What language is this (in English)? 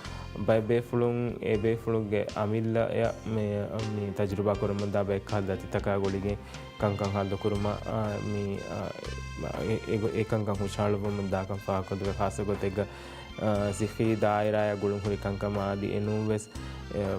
Divehi